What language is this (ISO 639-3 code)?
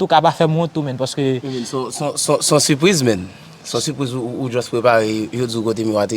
hat